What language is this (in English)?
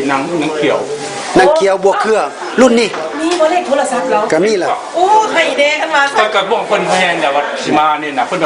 Lao